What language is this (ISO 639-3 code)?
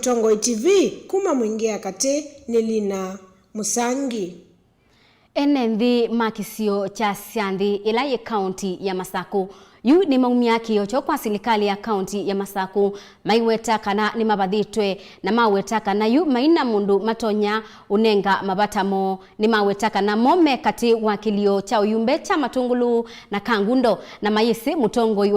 kam